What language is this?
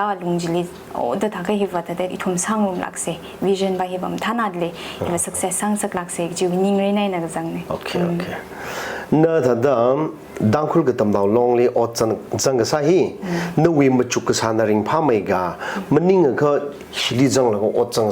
Tangkhul Naga (India)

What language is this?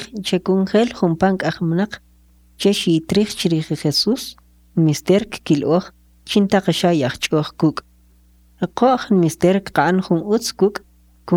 Kʼicheʼ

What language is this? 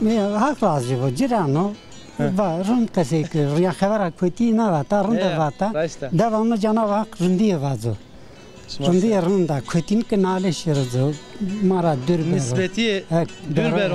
Zaza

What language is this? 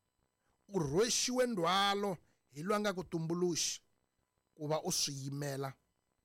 Tsonga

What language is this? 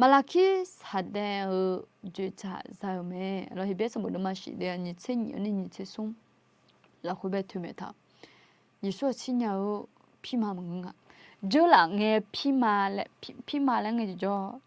Akha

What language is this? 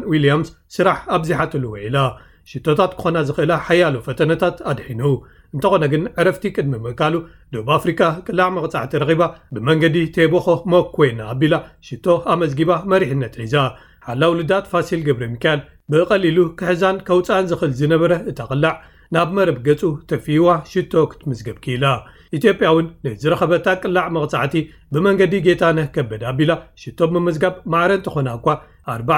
Tigrinya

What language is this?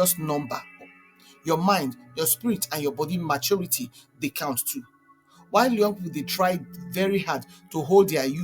Nigerian Pidgin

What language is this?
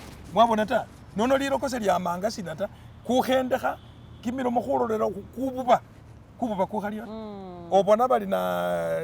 Masaaba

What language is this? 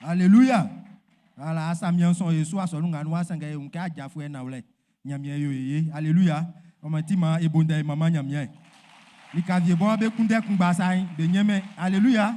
Baoulé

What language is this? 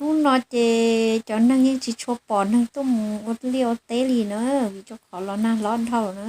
Hmong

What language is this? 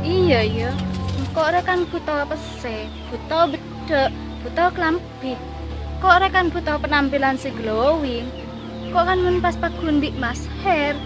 Madurese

